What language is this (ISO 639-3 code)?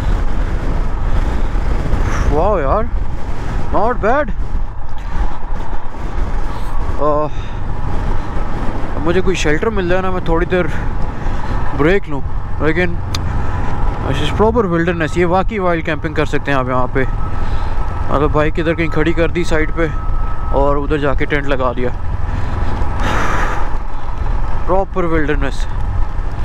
hin